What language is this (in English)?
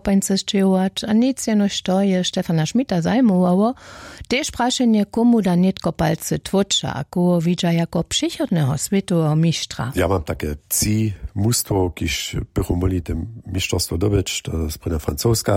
Upper Sorbian